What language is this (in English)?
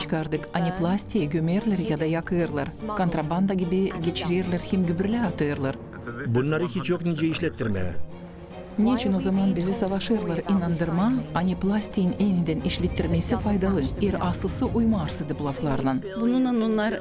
Gagauz